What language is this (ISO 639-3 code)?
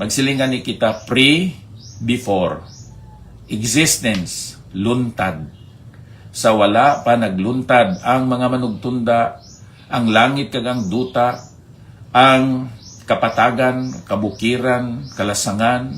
hil